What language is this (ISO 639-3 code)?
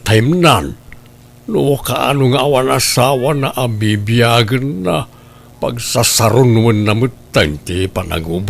ilo